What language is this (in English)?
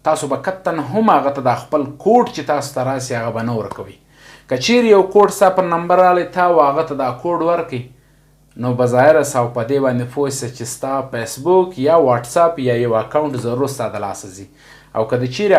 Pashto